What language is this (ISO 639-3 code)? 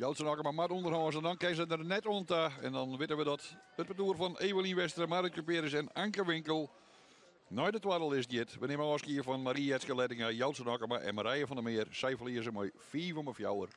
fry